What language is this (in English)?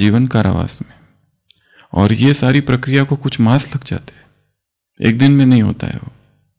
Hindi